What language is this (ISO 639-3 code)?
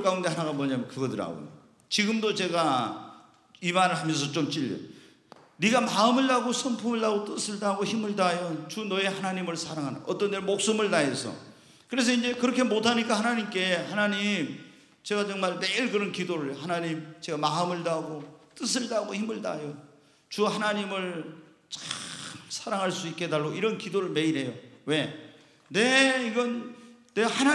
kor